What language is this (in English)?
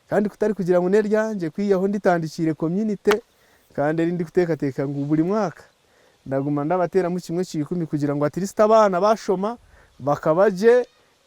Nyankole